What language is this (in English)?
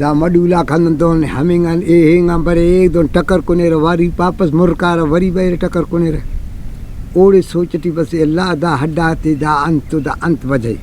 Brahui